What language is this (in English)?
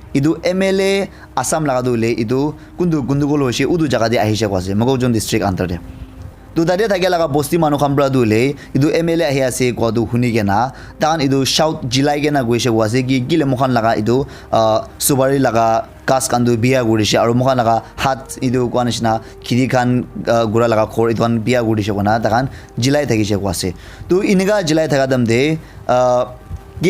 Naga Pidgin